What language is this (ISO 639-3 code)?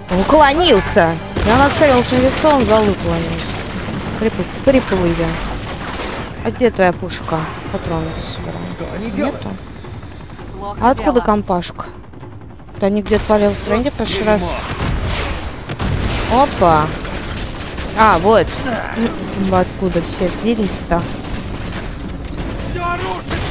rus